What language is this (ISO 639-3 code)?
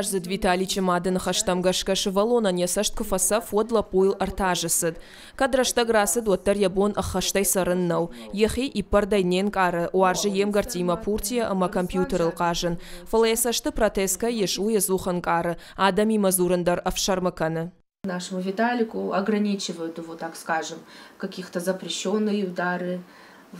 oss